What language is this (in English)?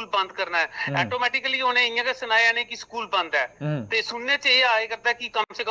Dogri